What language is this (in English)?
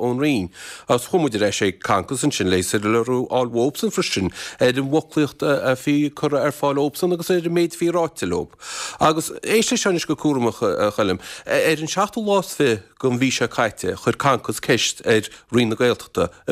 Irish